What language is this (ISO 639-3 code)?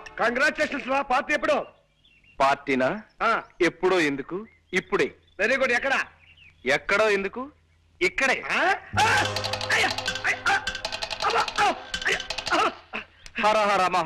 tel